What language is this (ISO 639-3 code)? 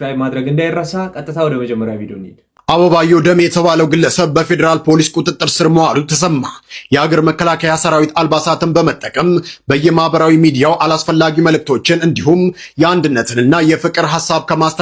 amh